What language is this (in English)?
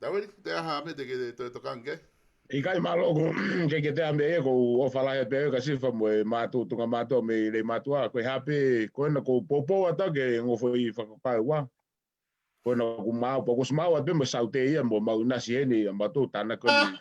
Tongan